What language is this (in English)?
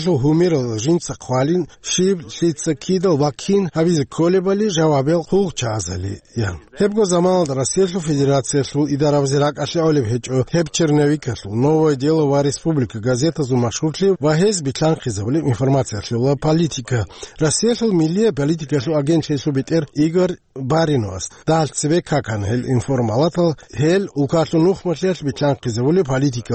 Avaric